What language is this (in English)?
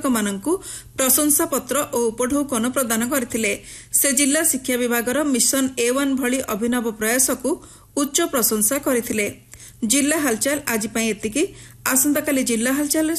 Odia